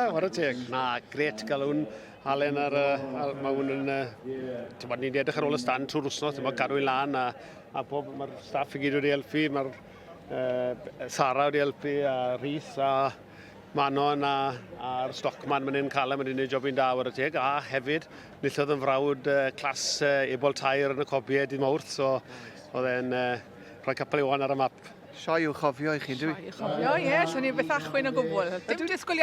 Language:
Welsh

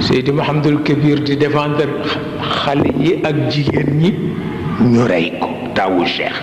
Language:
Wolof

